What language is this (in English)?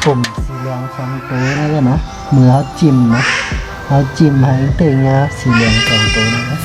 Shan